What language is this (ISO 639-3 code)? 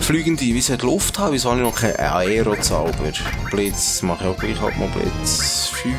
gsw